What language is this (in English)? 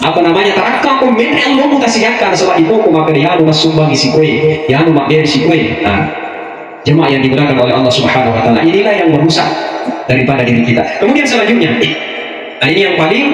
Buginese